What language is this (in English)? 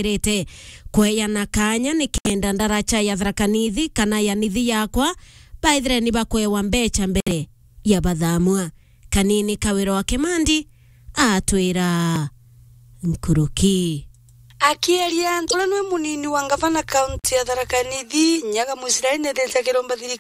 Meru